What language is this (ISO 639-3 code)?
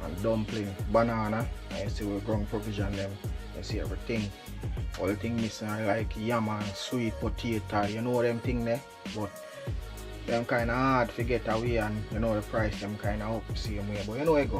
jam